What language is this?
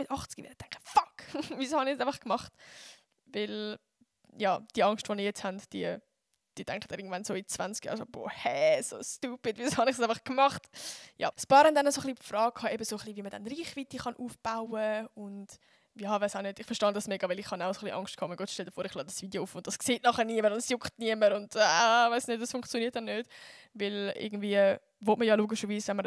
Swiss German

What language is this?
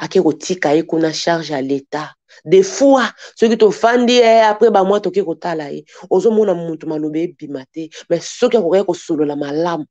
Lingala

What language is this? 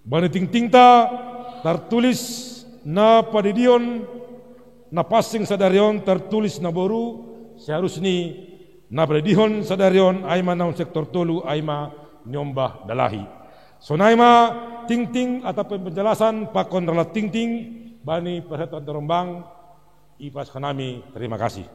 Batak Simalungun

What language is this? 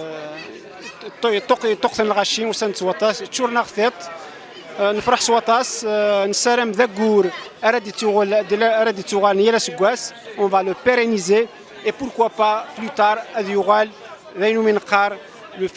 Kabyle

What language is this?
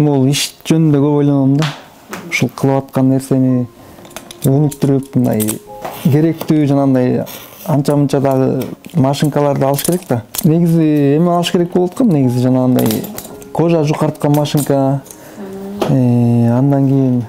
Kyrgyz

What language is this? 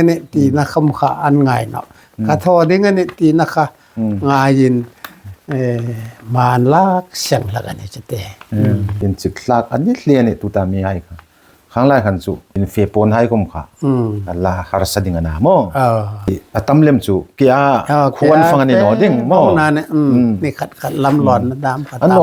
Hmar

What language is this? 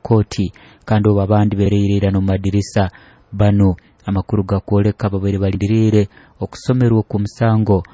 Nyoro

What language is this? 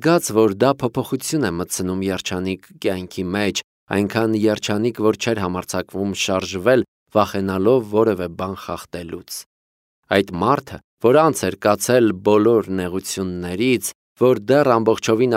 Armenian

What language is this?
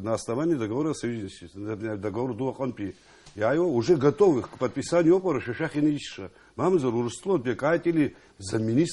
Abkhazian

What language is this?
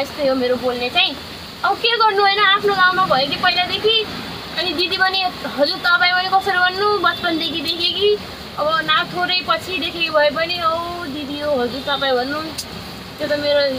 Nepali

